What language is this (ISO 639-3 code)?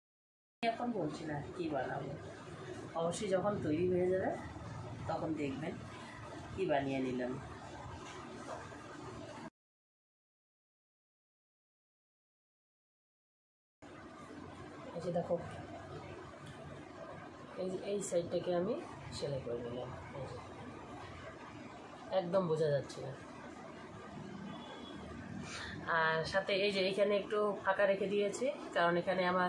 ben